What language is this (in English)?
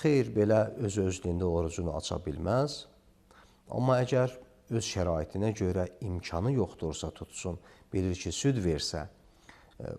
Azerbaijani